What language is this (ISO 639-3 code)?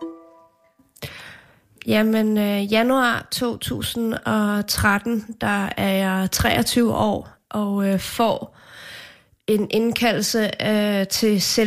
dan